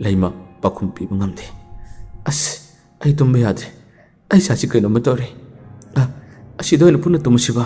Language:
Manipuri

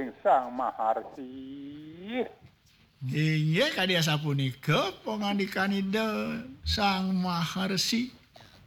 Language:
Balinese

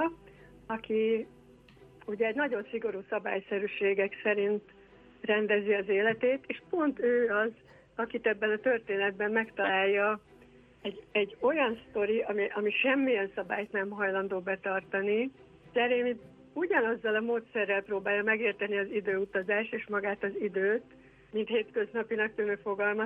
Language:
Hungarian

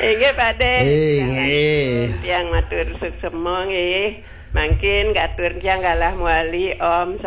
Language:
Balinese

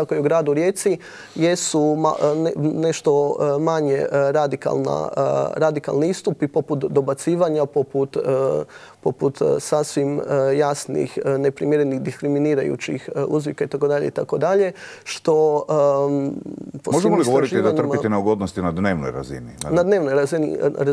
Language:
Croatian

